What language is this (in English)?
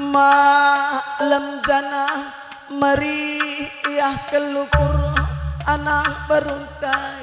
Batak Karo